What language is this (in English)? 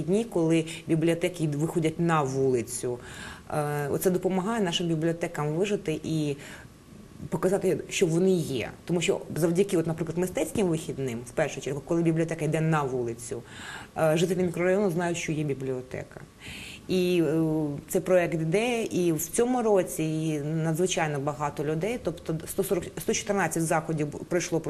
Ukrainian